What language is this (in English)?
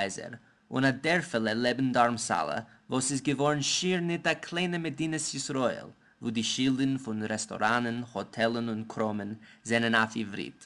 Yiddish